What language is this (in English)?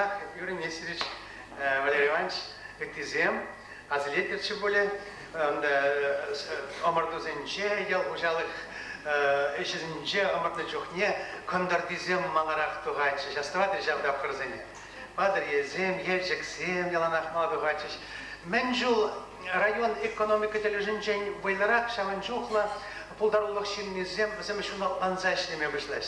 Chuvash